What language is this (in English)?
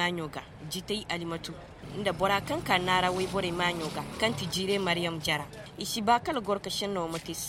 Koyraboro Senni